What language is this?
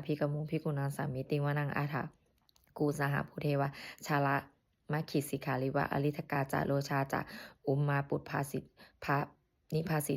Pali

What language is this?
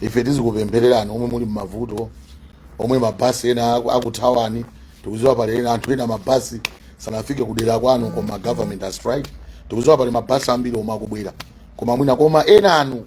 Nyanja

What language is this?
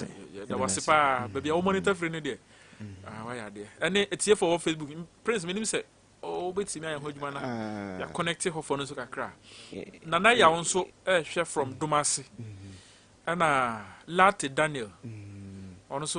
Akan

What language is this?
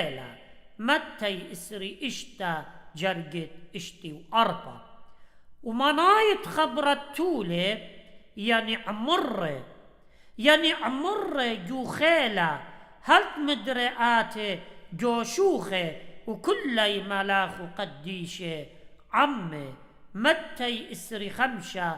Assyrian Neo-Aramaic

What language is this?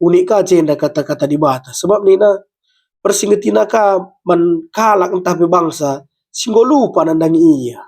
Batak Karo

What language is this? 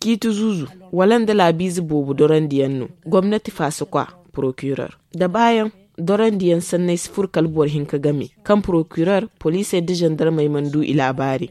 Zarma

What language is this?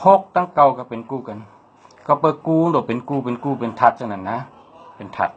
Shan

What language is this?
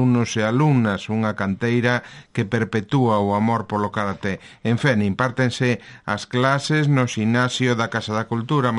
Galician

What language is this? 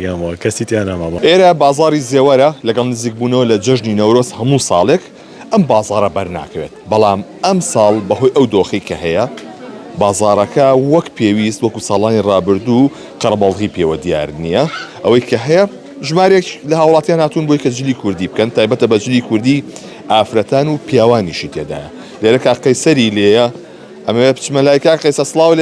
Central Kurdish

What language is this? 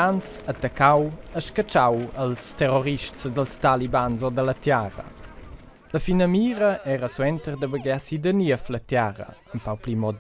Romansh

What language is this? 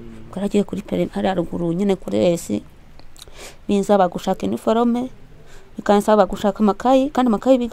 Kinyarwanda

